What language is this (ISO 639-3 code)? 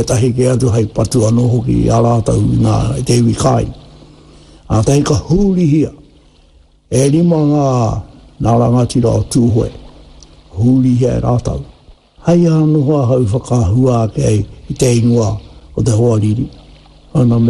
mri